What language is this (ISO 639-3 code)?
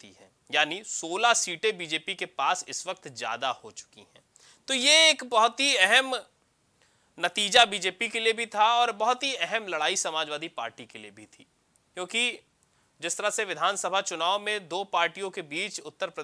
hin